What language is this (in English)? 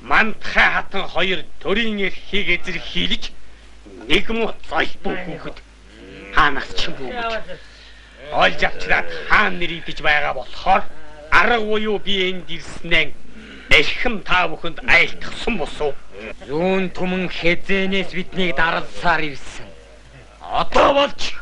Mongolian